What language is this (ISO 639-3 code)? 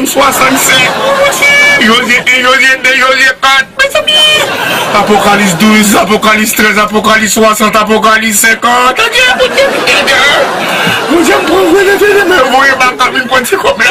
hat